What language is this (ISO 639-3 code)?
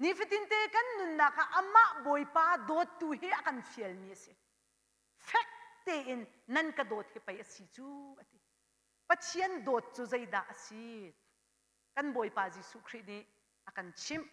cnh